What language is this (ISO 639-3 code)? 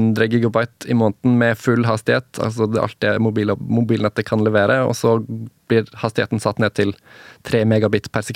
nor